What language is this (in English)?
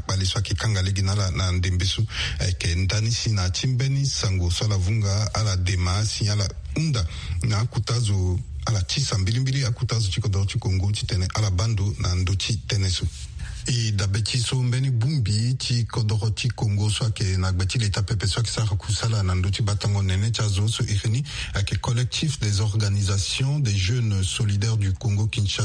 Sango